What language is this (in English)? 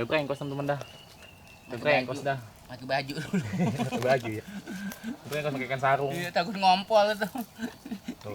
Betawi